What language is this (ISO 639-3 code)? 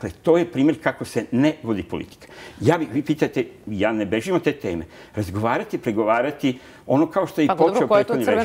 srp